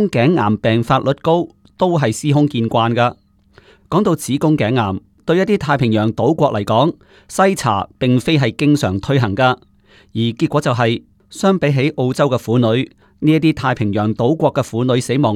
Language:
Cantonese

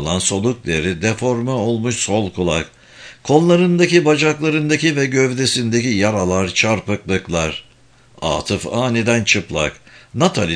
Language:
Turkish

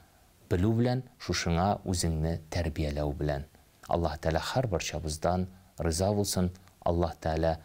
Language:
Tatar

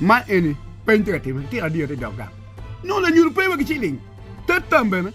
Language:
Acoli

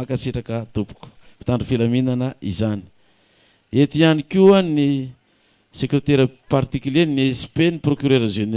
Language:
Malagasy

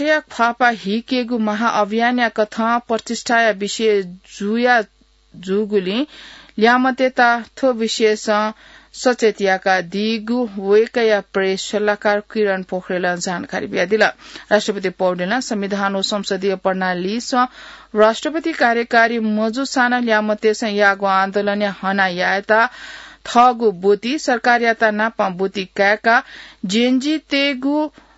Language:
Newari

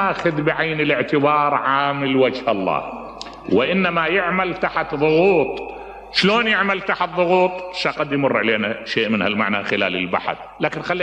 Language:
Mesopotamian Arabic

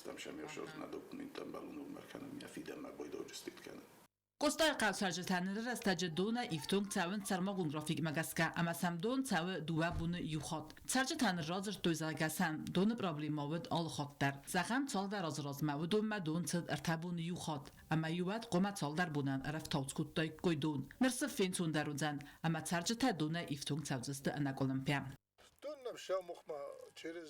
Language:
Ossetic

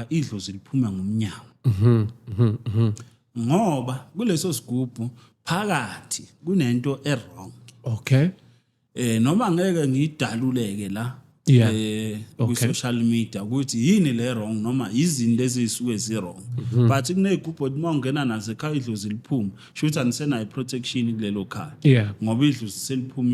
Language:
Zulu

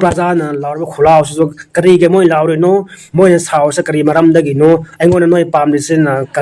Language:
Manipuri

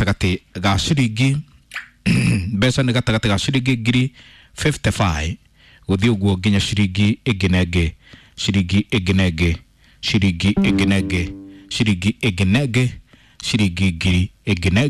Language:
Kikuyu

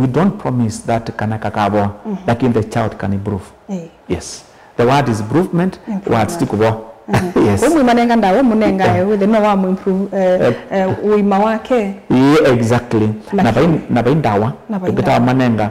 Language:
Kamba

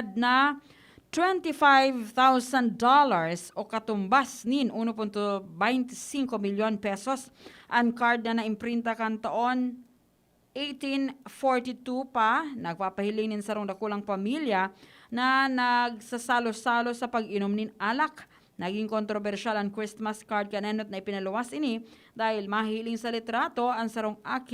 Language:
Bikol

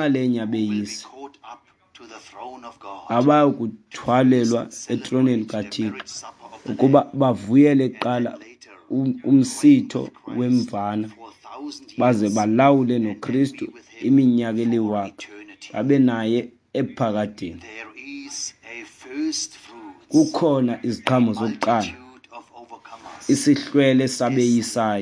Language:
Xhosa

